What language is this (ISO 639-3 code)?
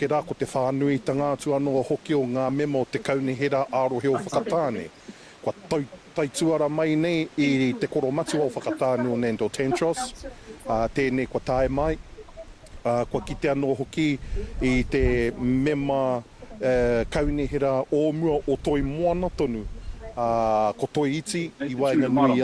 mri